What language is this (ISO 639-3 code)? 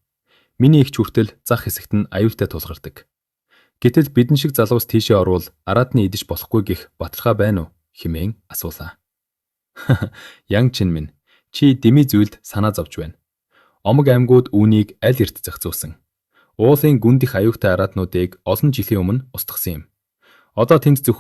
mon